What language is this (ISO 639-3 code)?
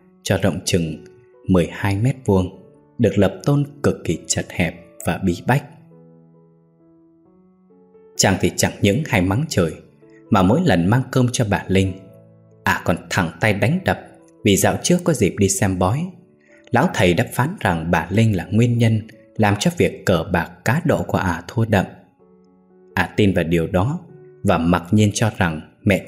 vie